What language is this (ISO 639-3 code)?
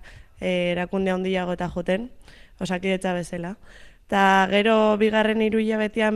eus